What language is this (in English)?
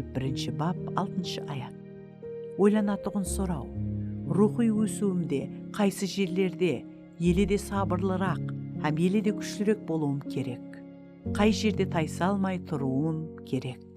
Kara-Kalpak